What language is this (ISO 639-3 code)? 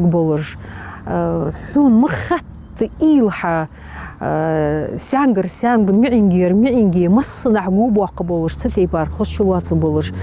inh